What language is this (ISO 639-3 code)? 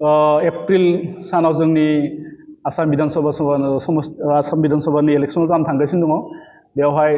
brx